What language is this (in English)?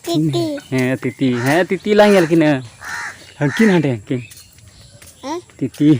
Santali